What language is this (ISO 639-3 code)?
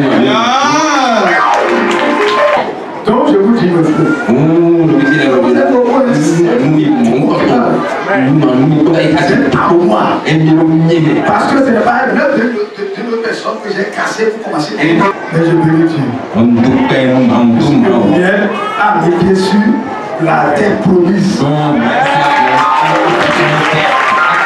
fra